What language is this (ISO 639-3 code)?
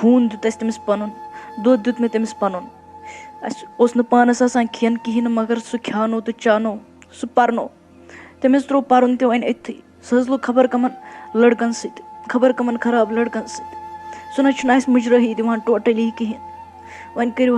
kas